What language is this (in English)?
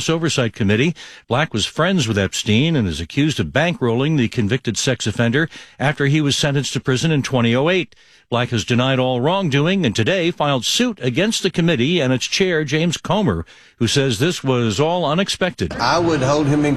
English